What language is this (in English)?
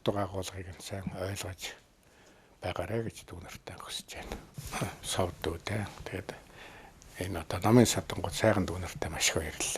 Mongolian